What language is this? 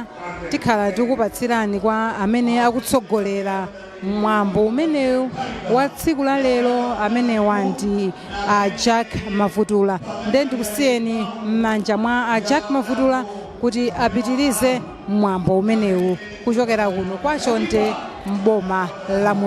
Nyanja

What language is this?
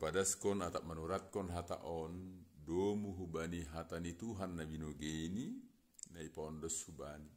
Batak Simalungun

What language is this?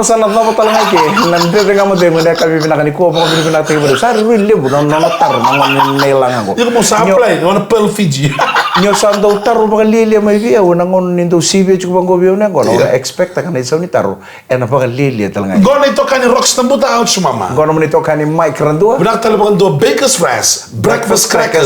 Fijian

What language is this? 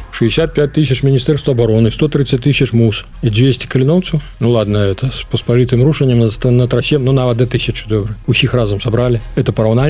Belarusian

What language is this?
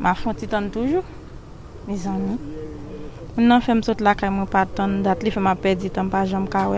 Haitian Creole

